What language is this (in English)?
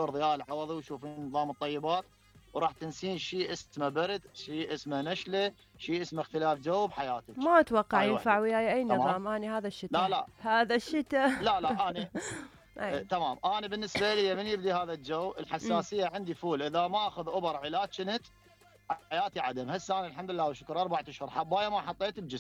Mesopotamian Arabic